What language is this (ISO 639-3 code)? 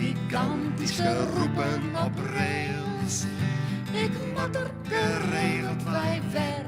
fry